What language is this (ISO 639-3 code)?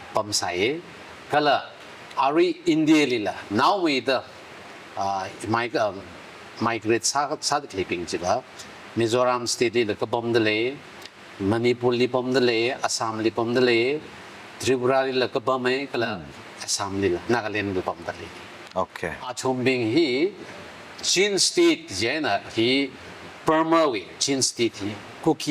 nmf